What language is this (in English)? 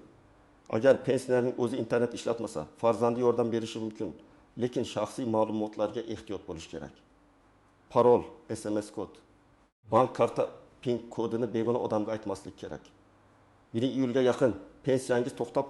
Uzbek